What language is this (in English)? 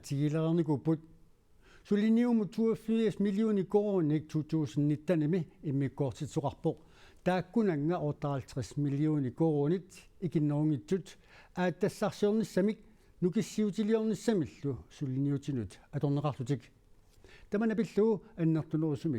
Kalaallisut